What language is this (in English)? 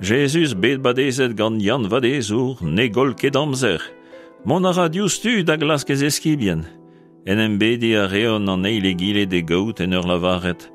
Breton